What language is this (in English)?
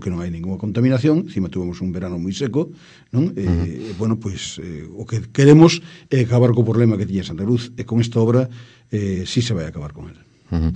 Galician